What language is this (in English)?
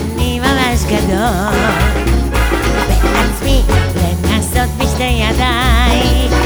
Hebrew